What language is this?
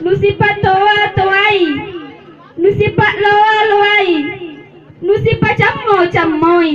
Makasar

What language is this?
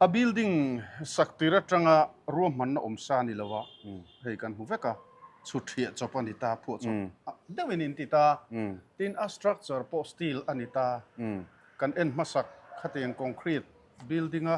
Mizo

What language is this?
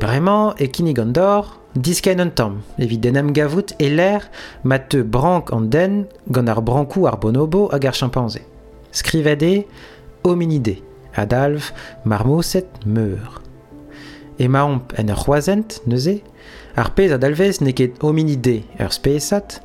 Breton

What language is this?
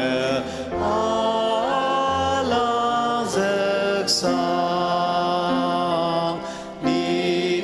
Ao Naga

